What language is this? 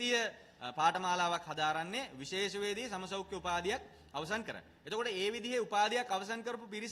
Sinhala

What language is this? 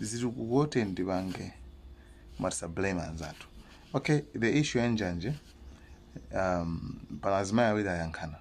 Nyanja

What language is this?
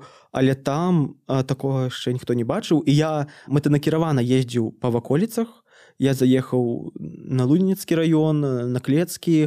Belarusian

